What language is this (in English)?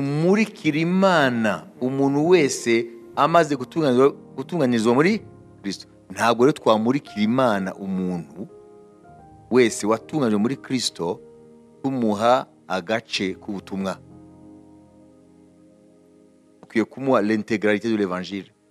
Kinyarwanda